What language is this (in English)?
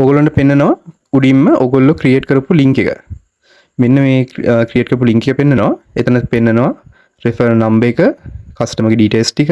Sinhala